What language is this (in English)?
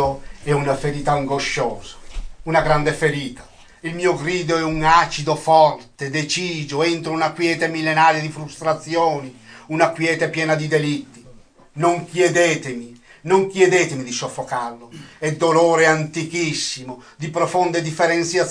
Italian